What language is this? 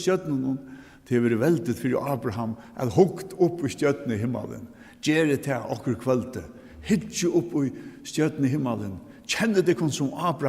Faroese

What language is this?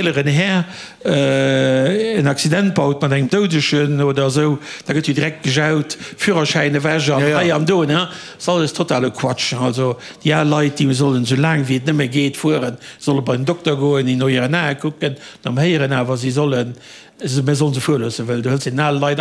Luxembourgish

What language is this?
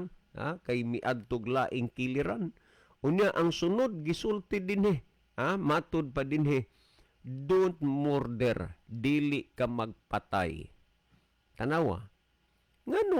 Cebuano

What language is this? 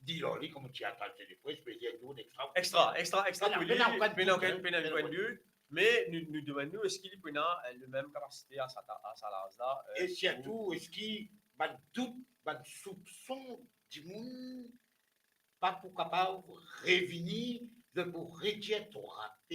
Morisyen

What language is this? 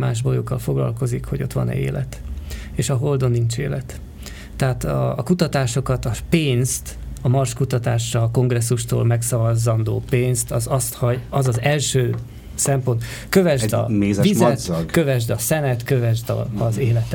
Hungarian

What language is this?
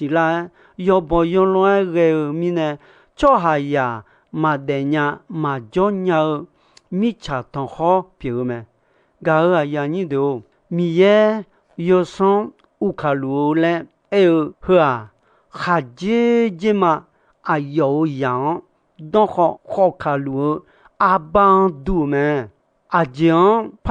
Akha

